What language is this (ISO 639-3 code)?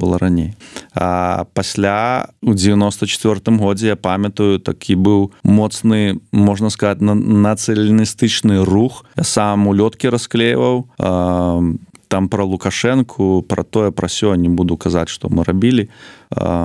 bel